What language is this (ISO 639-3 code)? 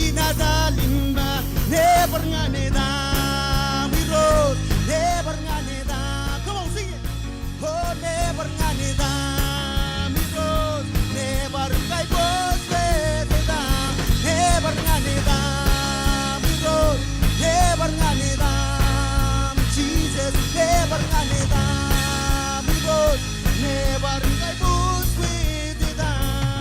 mah